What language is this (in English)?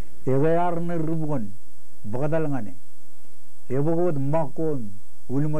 Marshallese